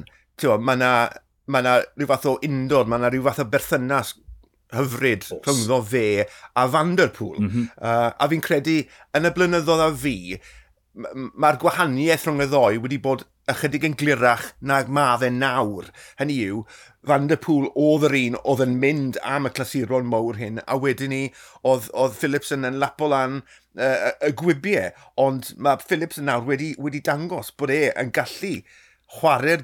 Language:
Welsh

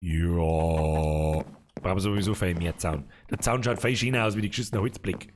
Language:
Bavarian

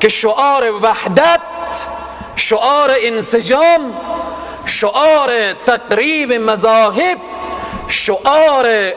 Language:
Persian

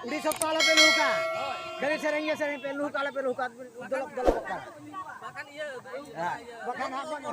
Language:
Santali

